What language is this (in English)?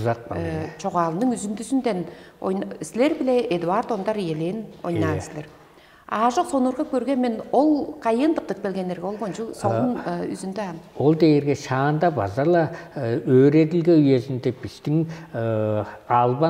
Tuvinian